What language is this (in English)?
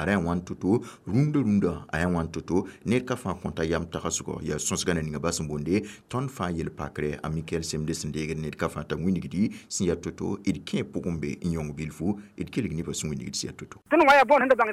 Mossi